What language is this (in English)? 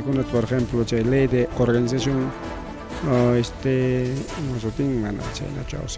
Ayacucho Quechua